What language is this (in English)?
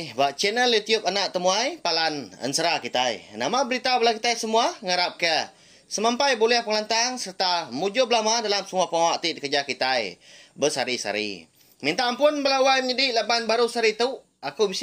Iban